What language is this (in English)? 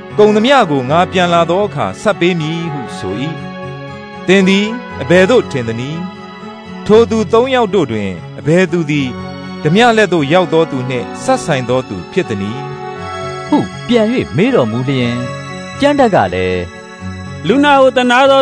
Burmese